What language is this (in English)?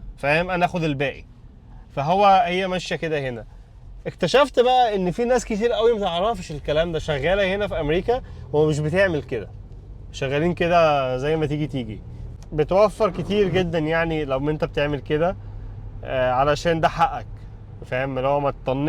Egyptian Arabic